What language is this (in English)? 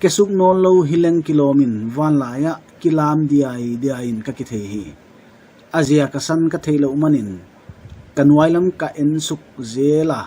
Paite Chin